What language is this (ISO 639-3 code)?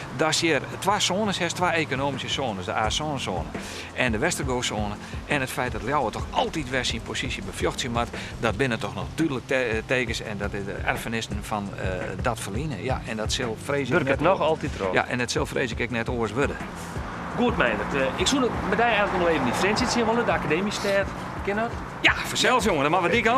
fry